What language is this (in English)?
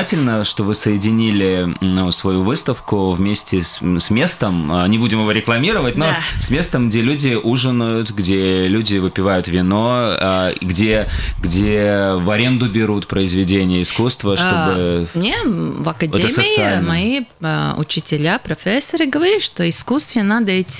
Russian